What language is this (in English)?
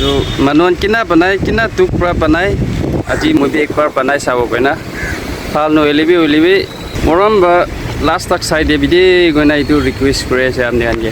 Naga Pidgin